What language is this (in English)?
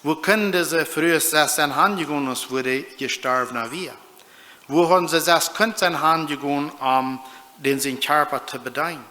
Plautdietsch